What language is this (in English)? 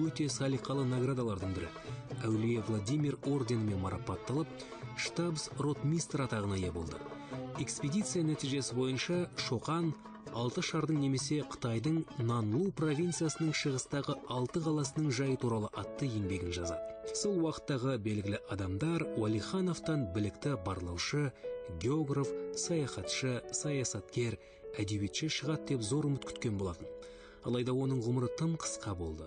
Kazakh